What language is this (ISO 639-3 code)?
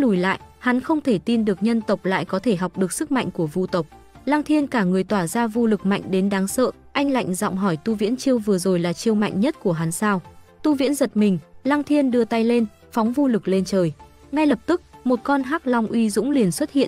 vie